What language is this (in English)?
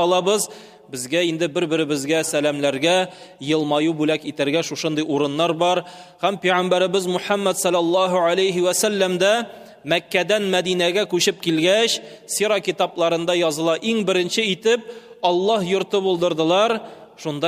Tatar